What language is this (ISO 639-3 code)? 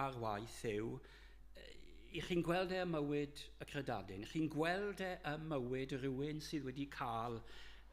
cym